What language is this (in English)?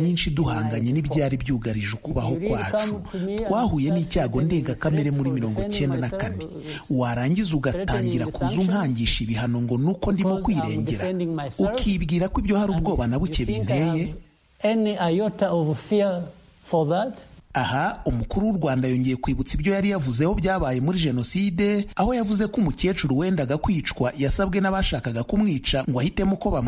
Kinyarwanda